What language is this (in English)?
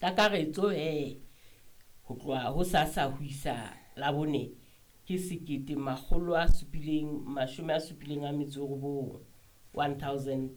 Southern Sotho